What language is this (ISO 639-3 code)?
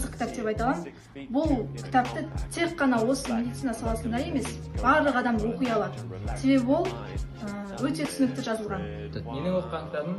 kaz